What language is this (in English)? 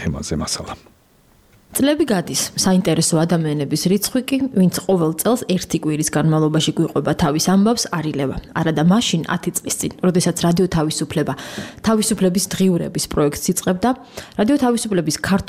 Georgian